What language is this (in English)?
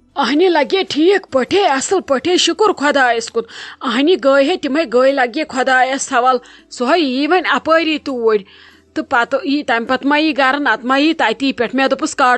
Kashmiri